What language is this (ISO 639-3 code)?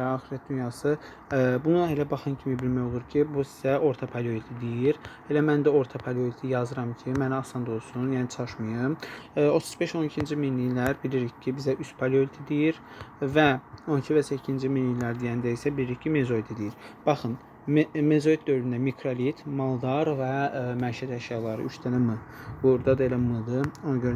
aze